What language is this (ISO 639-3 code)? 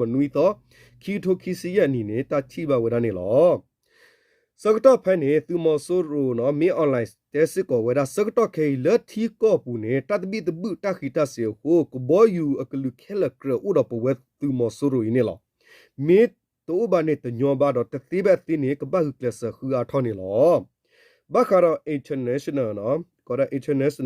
ksw